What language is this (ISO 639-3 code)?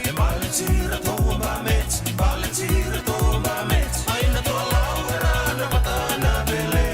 fij